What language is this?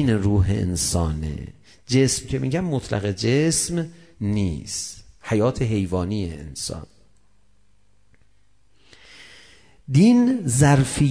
Persian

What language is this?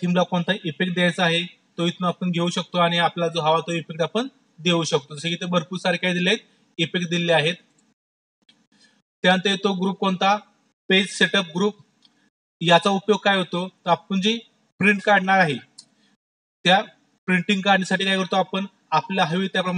Marathi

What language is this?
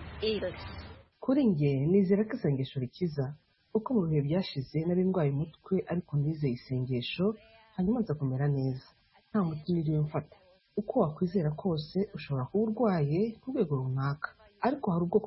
Kinyarwanda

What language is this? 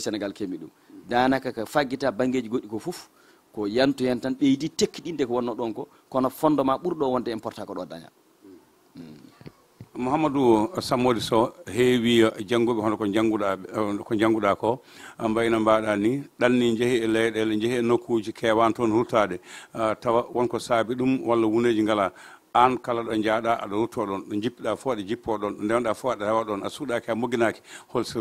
Fula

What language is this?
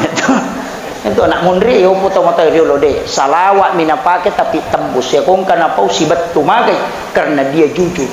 Buginese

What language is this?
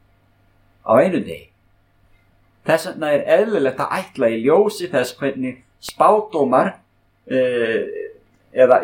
Icelandic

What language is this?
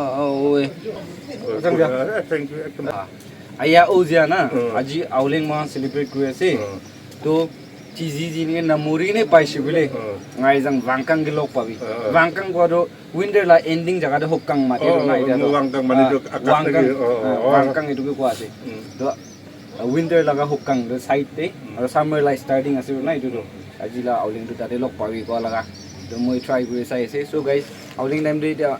Naga Pidgin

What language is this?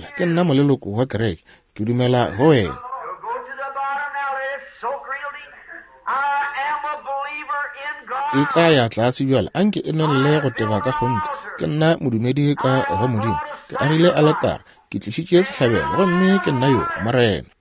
Northern Sotho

